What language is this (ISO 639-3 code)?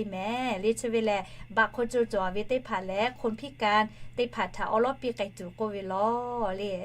lhu